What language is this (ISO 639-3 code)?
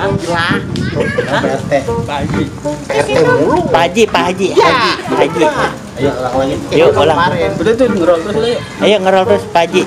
bew